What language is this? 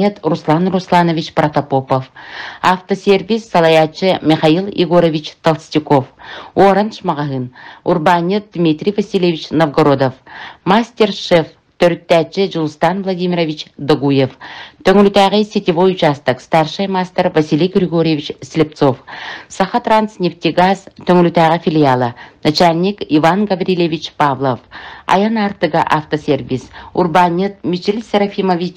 Yakut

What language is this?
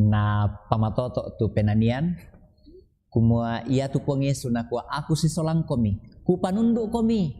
Toraja-Sa'dan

